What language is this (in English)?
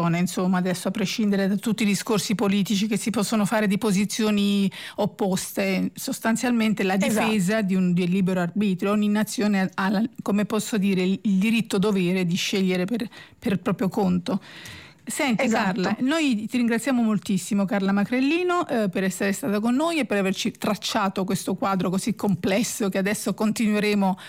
Italian